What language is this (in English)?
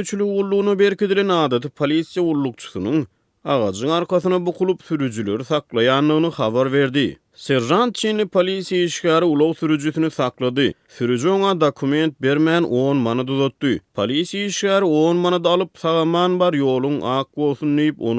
Turkmen